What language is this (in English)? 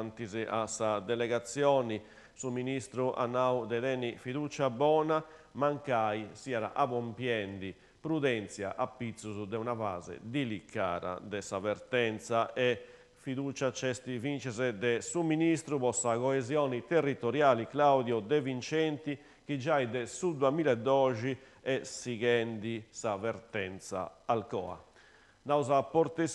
Sardinian